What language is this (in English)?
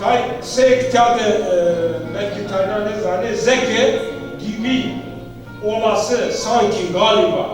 Zaza